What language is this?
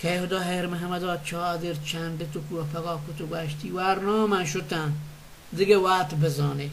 Baluchi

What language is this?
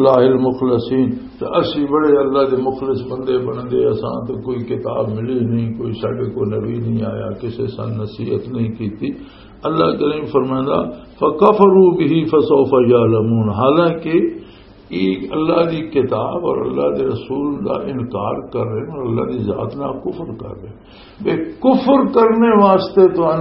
Western Panjabi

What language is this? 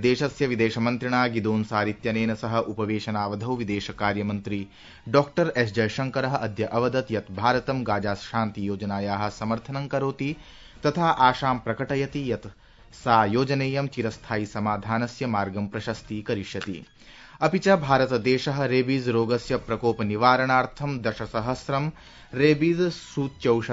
Sanskrit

